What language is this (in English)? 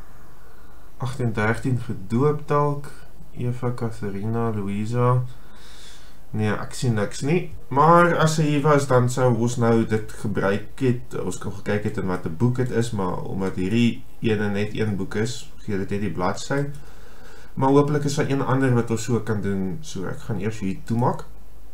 Afrikaans